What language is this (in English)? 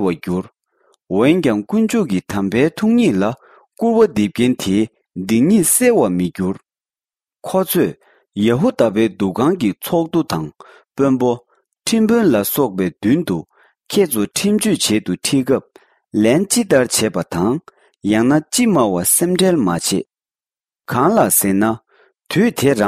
Tibetan